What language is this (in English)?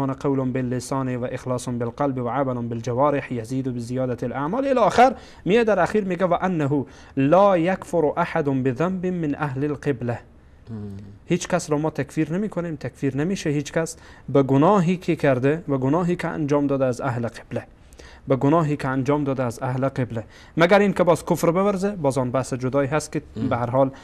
Persian